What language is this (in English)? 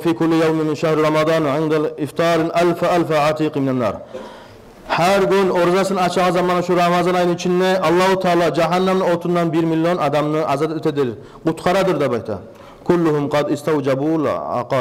Kumyk